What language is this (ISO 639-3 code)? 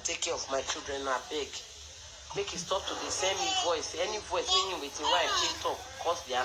pcm